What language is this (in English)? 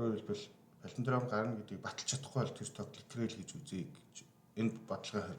Mongolian